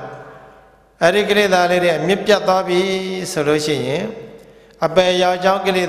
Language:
Burmese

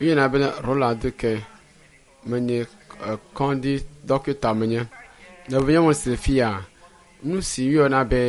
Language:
Ewe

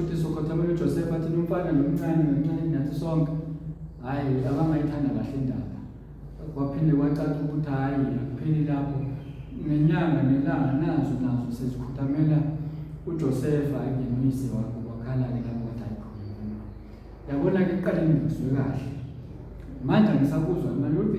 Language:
Zulu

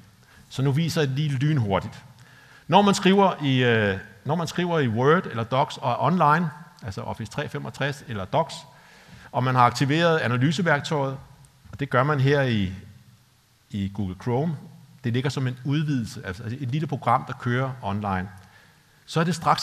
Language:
Danish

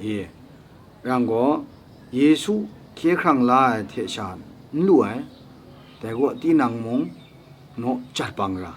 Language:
Kachin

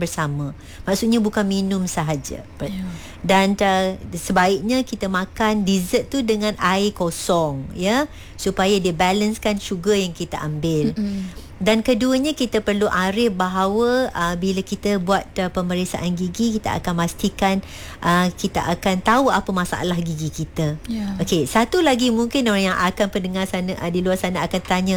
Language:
Malay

